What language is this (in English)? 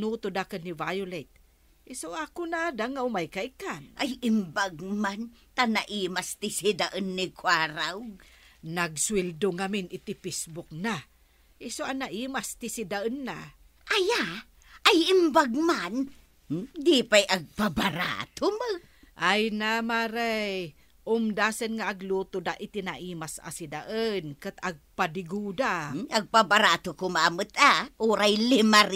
Iloko